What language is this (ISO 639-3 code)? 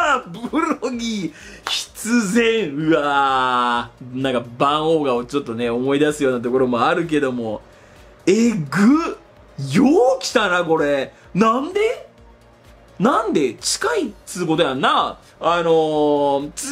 jpn